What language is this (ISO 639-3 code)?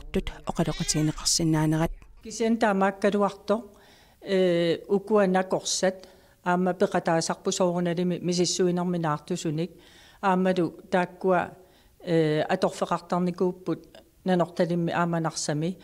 kal